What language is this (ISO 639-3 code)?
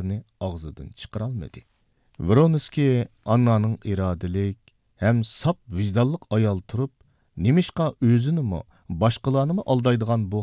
uig